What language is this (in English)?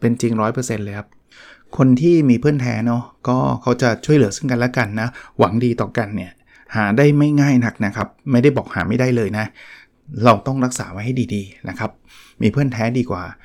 Thai